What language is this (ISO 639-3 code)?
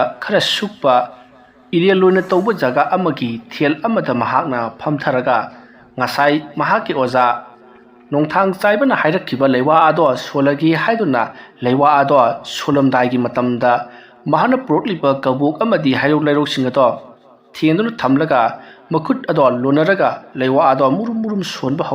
mni